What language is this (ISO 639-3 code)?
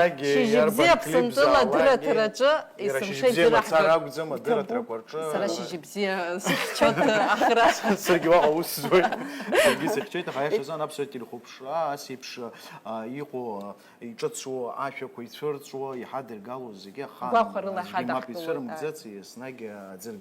abk